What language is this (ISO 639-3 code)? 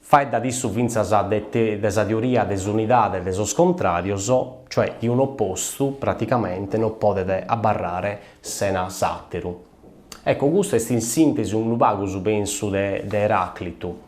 srd